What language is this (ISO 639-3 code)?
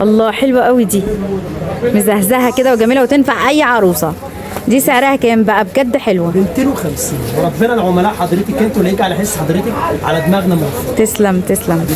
arz